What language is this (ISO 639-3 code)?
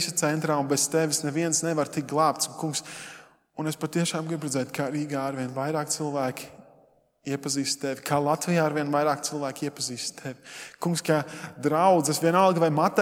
lav